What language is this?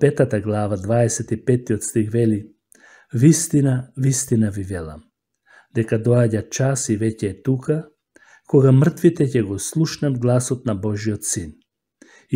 Macedonian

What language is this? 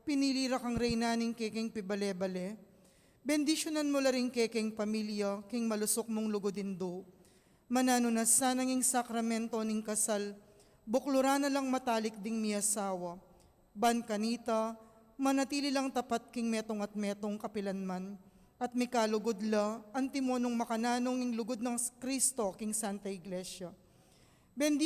Pampanga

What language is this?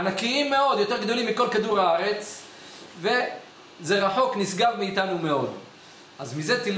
Hebrew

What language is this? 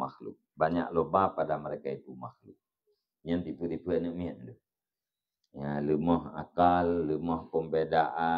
Achinese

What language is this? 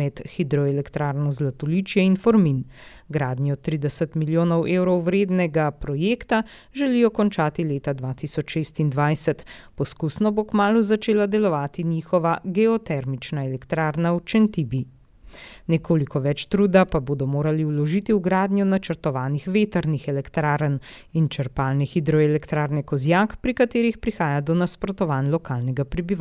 Slovenian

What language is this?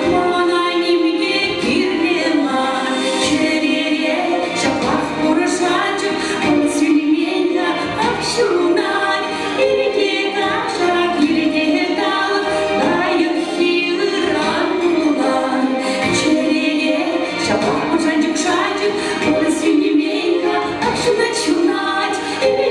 Chuvash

